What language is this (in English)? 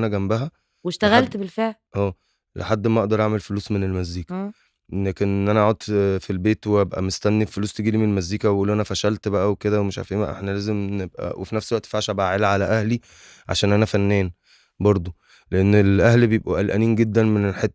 Egyptian Arabic